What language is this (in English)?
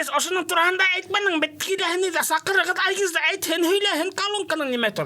Bashkir